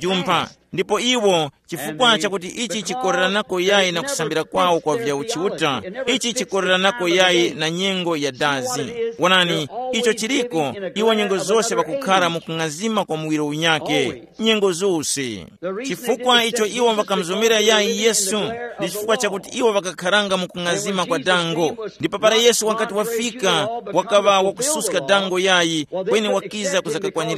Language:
Tumbuka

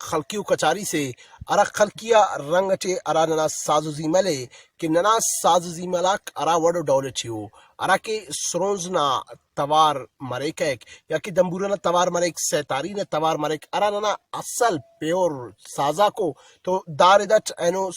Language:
Brahui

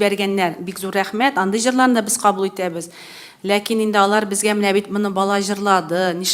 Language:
Tatar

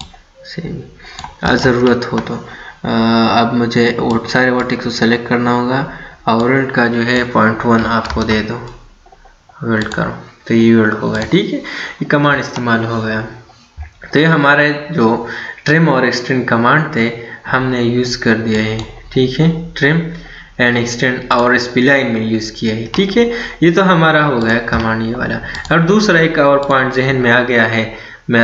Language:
Hindi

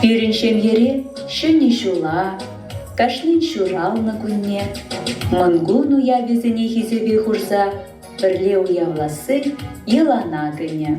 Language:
Chuvash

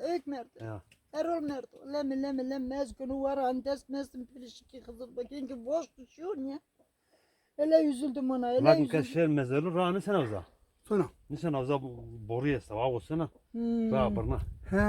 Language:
Zaza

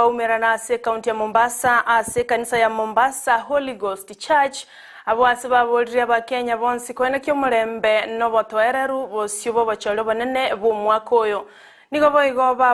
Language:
Gusii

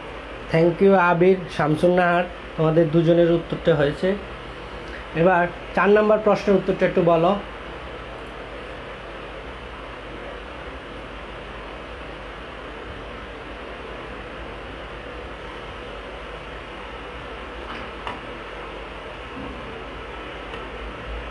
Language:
Bangla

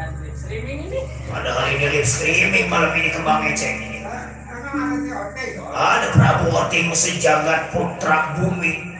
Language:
Betawi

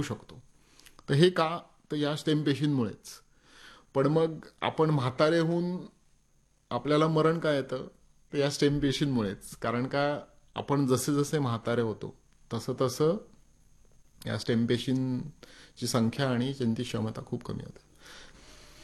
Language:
Marathi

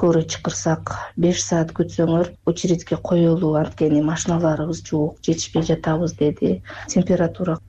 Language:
Kyrgyz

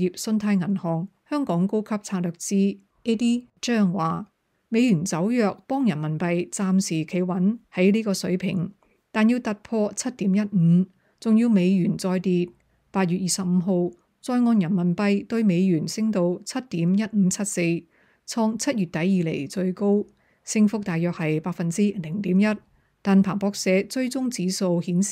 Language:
Cantonese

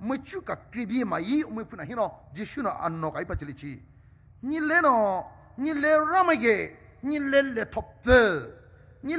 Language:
Poumei Naga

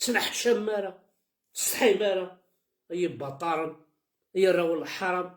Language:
Kabyle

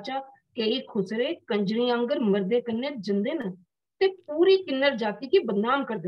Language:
Dogri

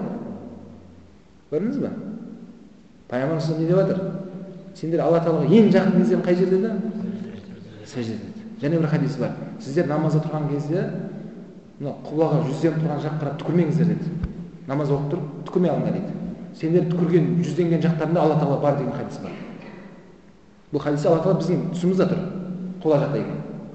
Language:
Kazakh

